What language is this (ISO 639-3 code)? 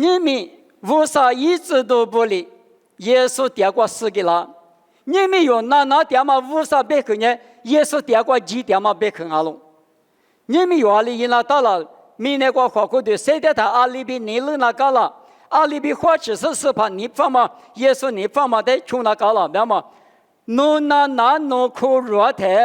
lis